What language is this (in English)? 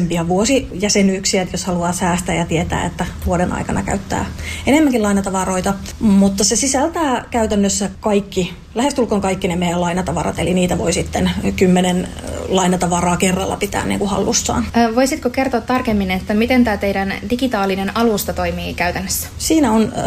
Finnish